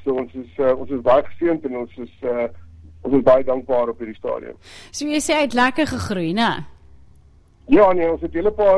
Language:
Afrikaans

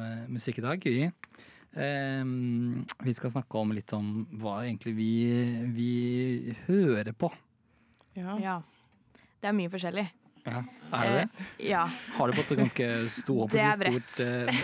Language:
Norwegian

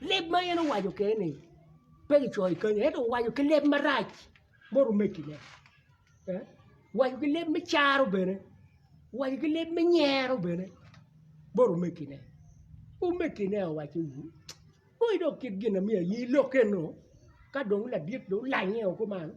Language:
Acoli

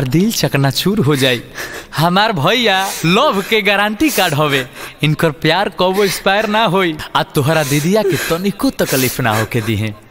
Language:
Bhojpuri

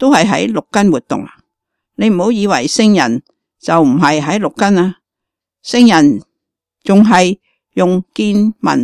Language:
Cantonese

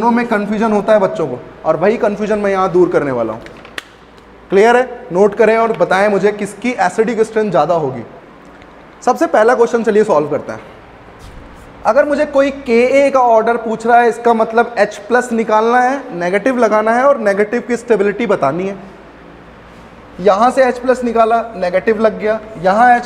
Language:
Hindi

